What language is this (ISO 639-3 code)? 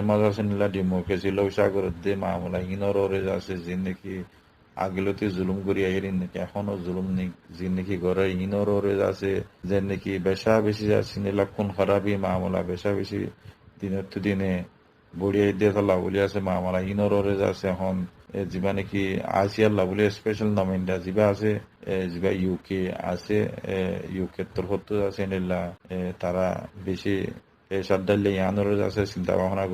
rhg